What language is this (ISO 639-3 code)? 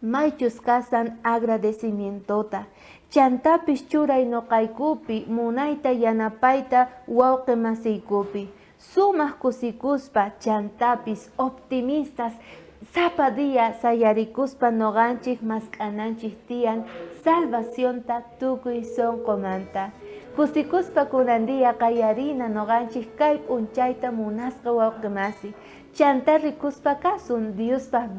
quh